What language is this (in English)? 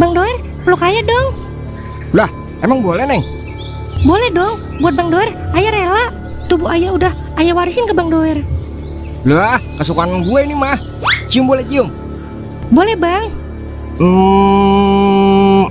Betawi